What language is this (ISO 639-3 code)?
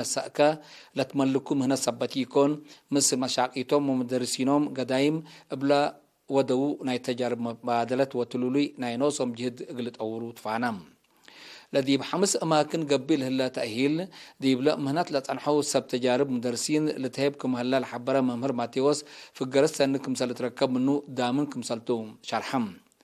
tig